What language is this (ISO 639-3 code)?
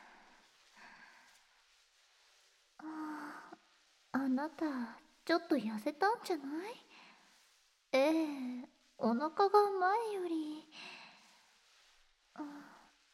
jpn